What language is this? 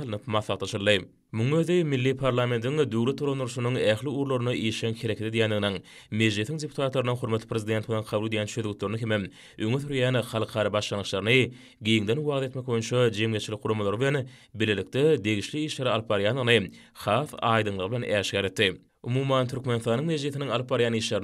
Turkmen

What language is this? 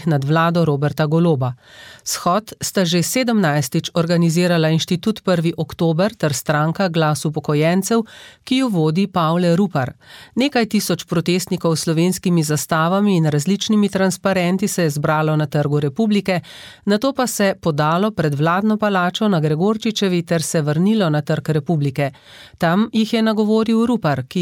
Slovenian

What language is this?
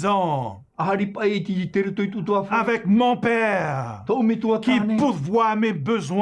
Tahitian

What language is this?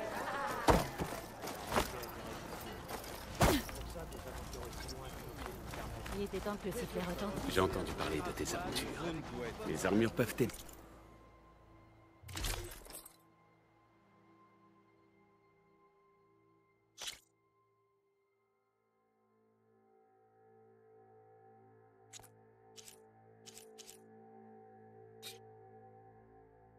French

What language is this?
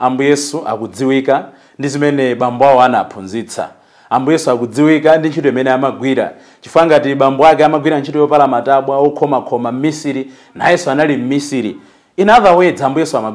Nyanja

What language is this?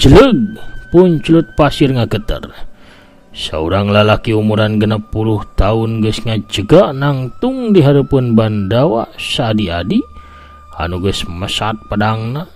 Sundanese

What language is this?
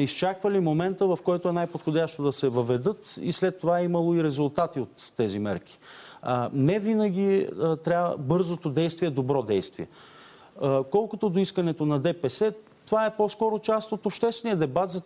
Bulgarian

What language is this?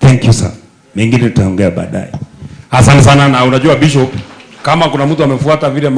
Swahili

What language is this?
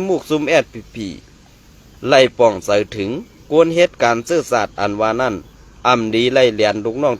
Shan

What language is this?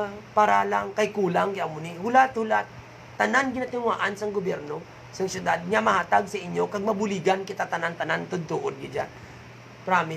Hiligaynon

